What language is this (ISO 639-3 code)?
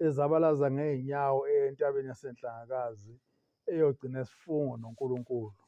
zul